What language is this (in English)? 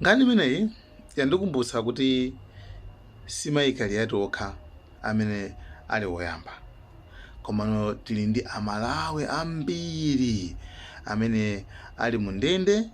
Nyanja